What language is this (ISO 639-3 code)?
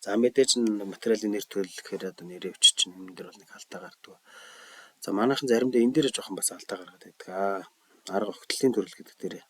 mon